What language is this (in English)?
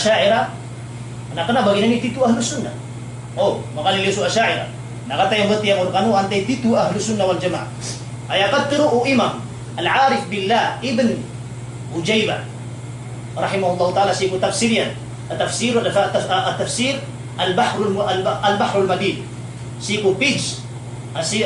Maranao